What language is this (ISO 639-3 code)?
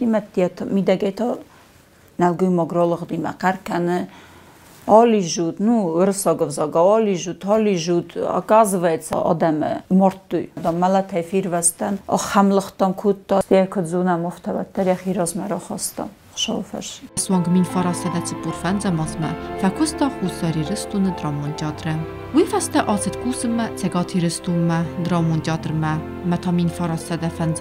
oss